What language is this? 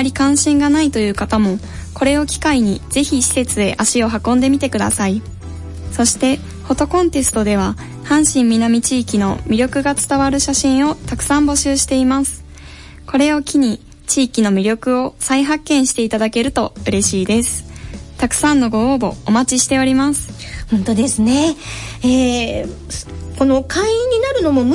Japanese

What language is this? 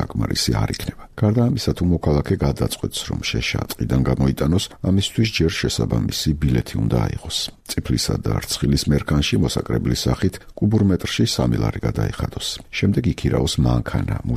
Georgian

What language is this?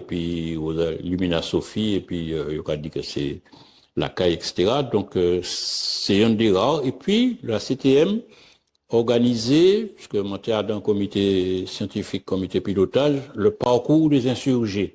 Guadeloupean Creole French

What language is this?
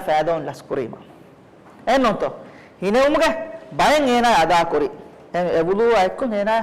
Divehi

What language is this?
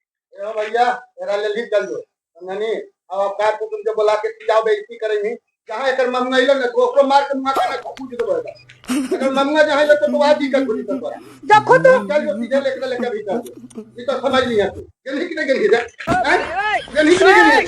Magahi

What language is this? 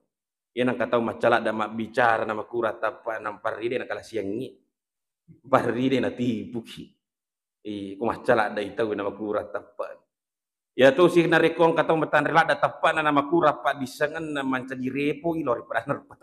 Buginese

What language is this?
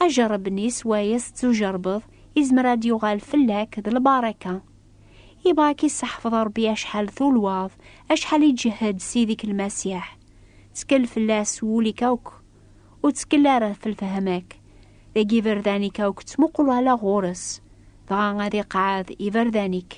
Kabyle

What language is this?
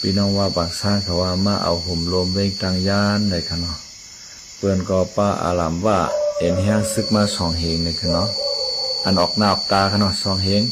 Shan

